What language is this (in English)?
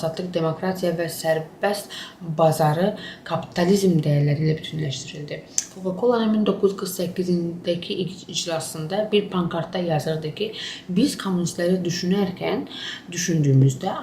Azerbaijani